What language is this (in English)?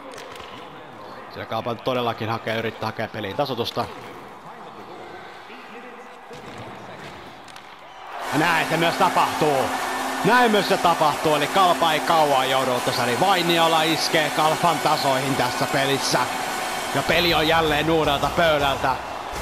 Finnish